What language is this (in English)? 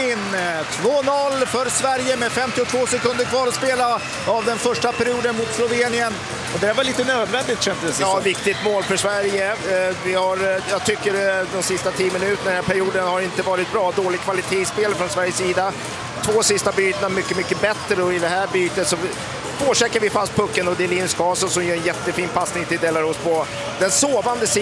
Swedish